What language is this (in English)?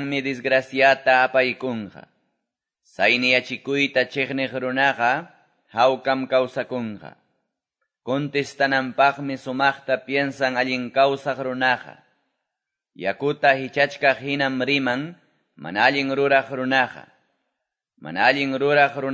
Quechua